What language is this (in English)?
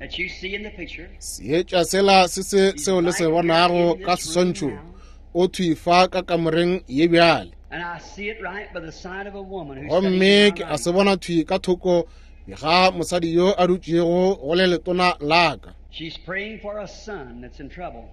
Northern Sotho